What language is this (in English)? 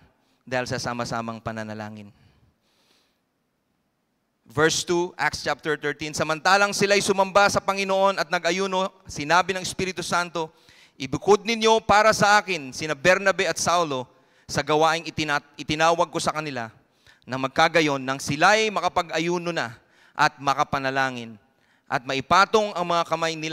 Filipino